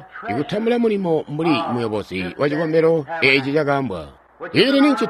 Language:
Tonga (Zambia)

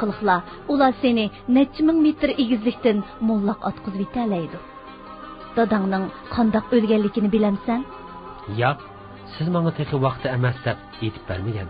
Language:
Uyghur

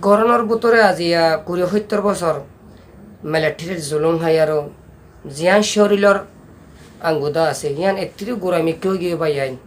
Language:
Rohingya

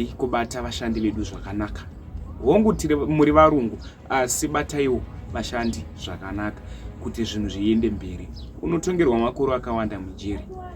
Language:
Shona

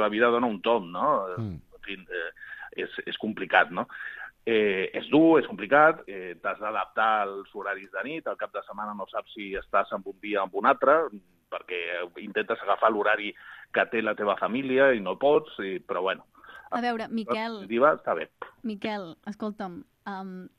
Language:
Catalan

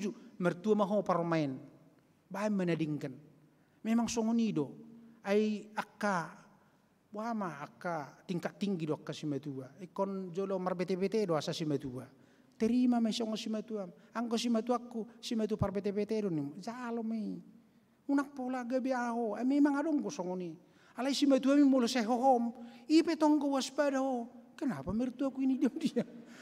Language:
Batak Toba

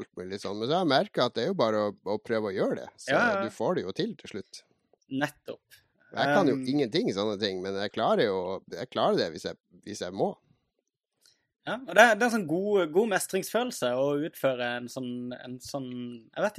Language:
Norwegian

